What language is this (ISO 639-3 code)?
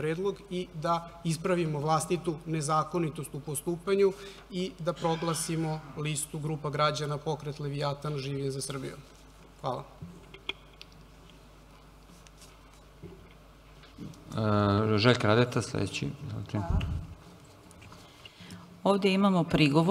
srp